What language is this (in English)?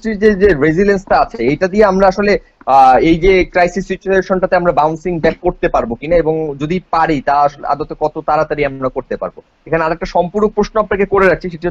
Bangla